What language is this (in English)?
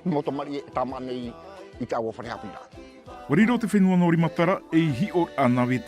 Tahitian